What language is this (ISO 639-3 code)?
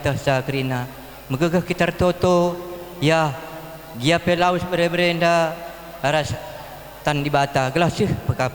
btx